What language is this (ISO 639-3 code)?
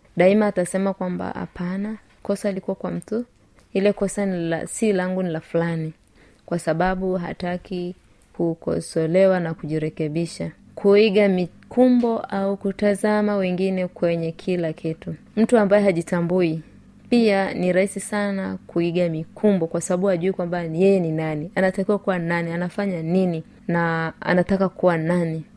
swa